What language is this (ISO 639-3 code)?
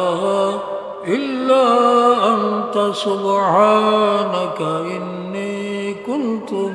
syl